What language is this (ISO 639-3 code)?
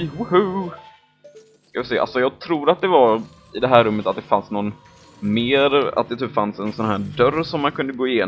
swe